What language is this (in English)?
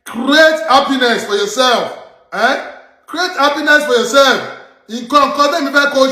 Yoruba